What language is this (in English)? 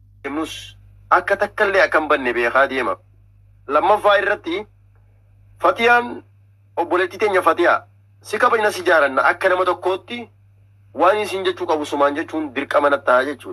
Oromo